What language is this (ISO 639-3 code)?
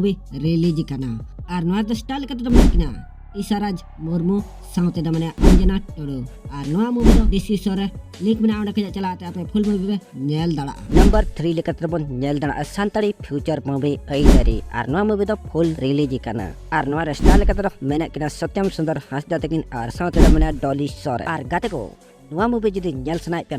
sat